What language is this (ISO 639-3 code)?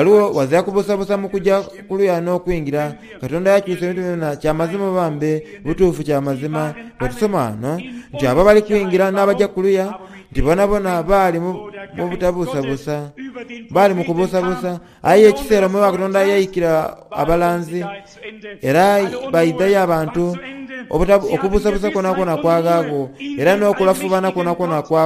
xog